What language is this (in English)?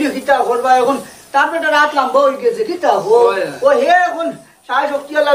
Sylheti